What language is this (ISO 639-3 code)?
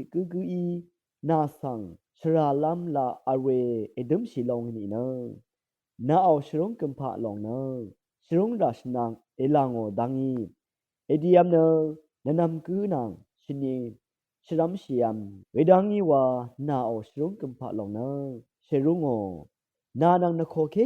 raw